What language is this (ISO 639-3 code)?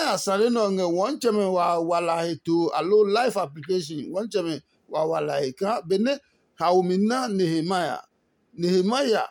ada